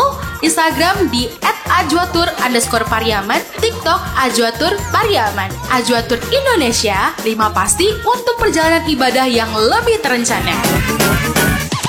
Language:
Indonesian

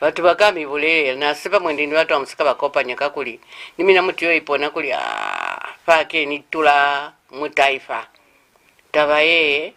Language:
Lozi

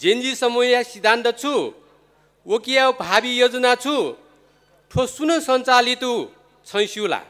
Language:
Newari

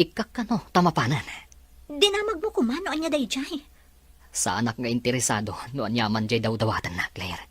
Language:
Iloko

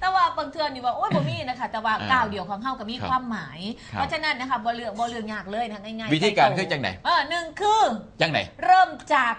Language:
Northeastern Thai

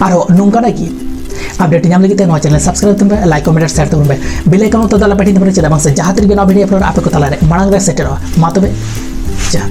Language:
Santali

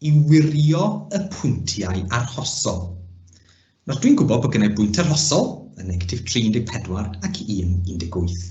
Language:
Welsh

